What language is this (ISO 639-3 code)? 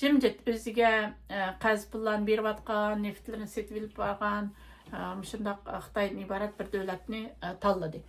uig